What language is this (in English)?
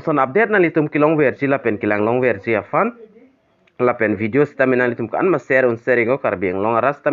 Karbi